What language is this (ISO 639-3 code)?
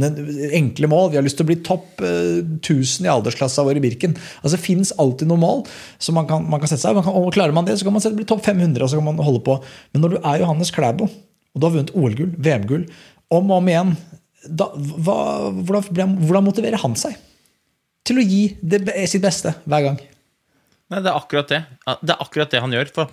nor